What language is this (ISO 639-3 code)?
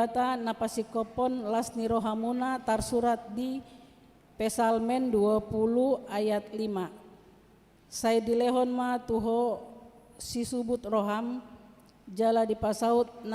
bbc